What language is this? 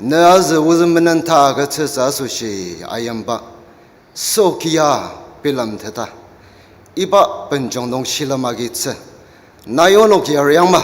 Ao Naga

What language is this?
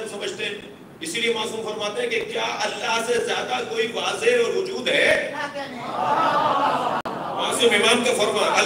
Urdu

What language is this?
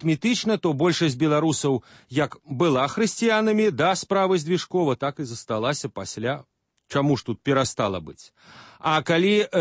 Belarusian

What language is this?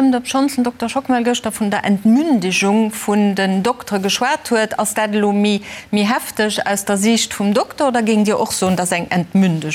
Luxembourgish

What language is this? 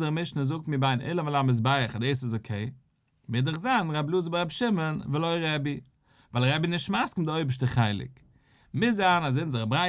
Yiddish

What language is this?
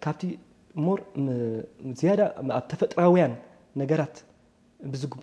Tigrinya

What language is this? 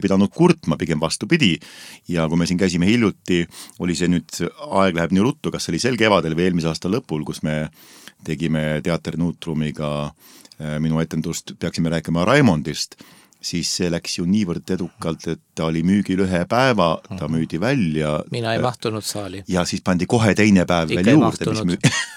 Estonian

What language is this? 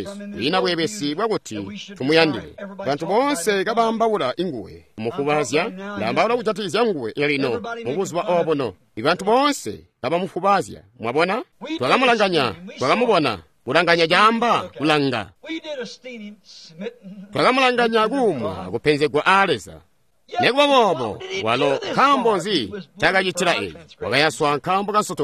Tonga (Zambia)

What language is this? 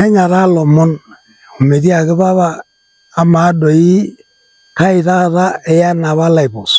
Masai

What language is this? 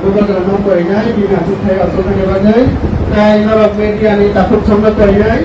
Kok Borok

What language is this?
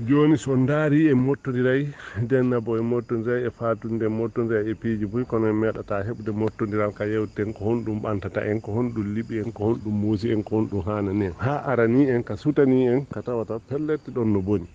Fula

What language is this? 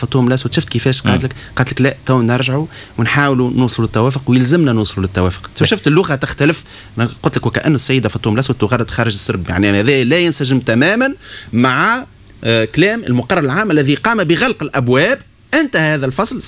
Tunisian Arabic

